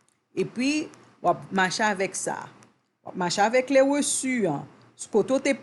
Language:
Haitian Creole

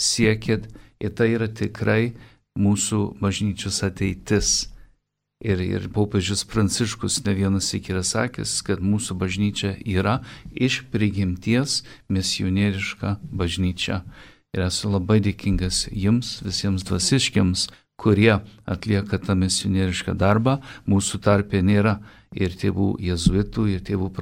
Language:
Lithuanian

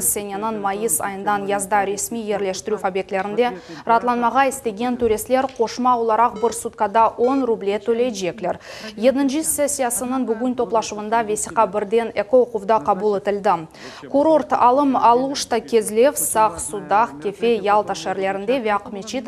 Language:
Crimean Tatar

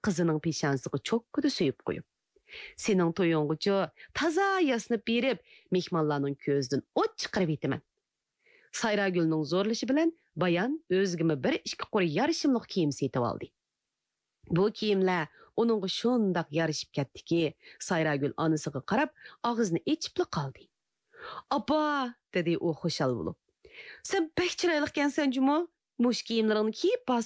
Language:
Uyghur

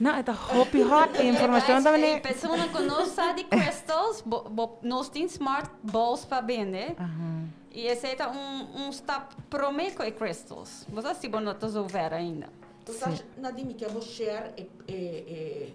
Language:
Papiamento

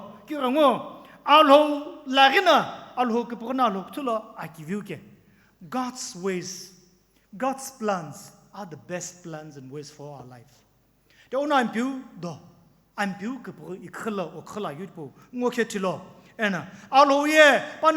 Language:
Sumi Naga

